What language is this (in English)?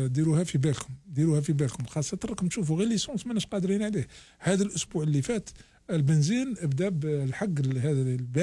Algerian Arabic